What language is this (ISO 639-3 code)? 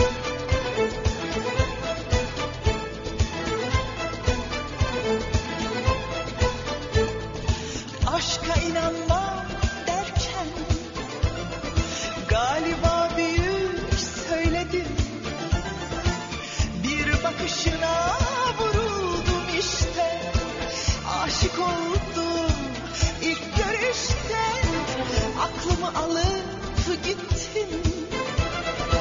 tur